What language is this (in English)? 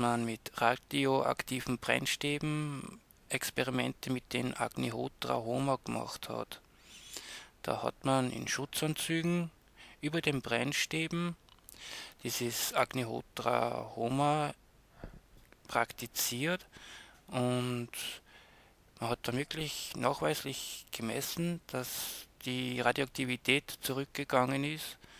German